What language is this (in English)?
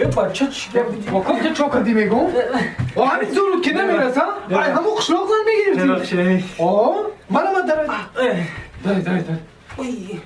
Tajik